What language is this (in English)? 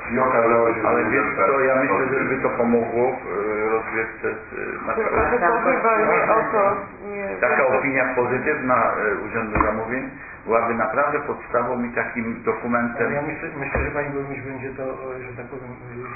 Polish